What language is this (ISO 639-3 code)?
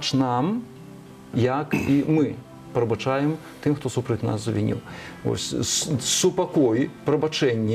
bel